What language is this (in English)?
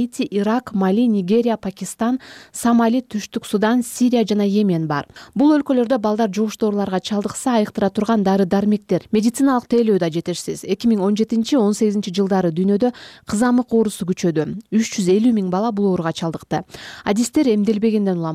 Kyrgyz